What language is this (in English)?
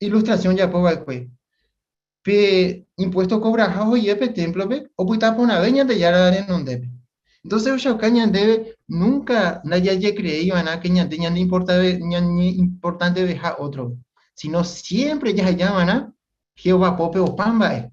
Guarani